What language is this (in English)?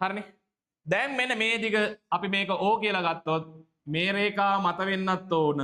Sinhala